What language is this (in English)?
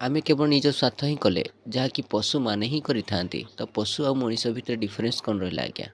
Odia